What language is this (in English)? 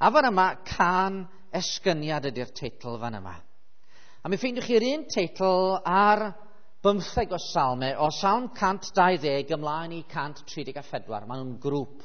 Welsh